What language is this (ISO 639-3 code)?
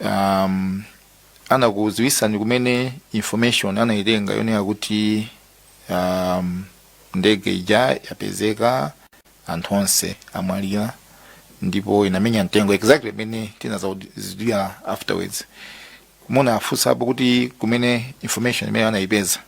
nya